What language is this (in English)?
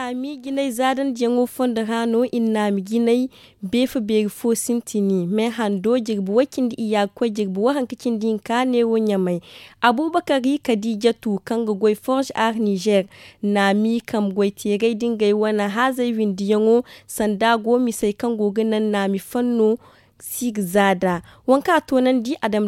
Zarma